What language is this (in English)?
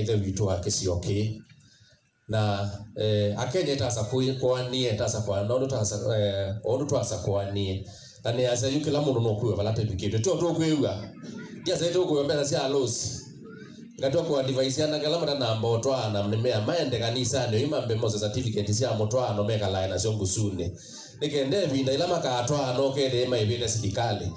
Kamba